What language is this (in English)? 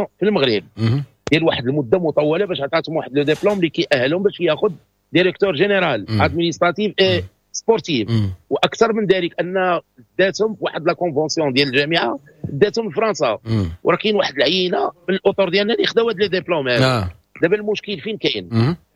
Moroccan Arabic